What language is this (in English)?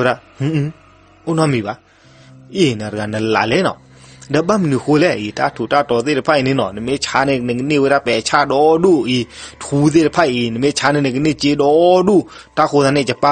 S'gaw Karen